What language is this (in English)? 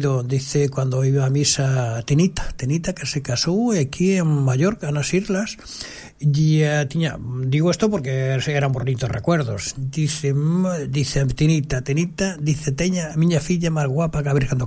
Galician